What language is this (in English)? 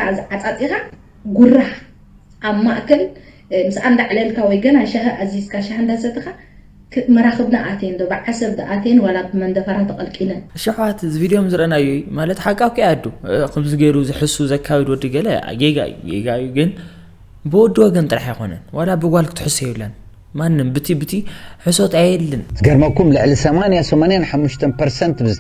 Tigrinya